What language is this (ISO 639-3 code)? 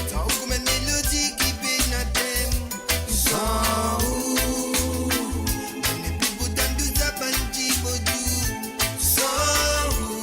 mfe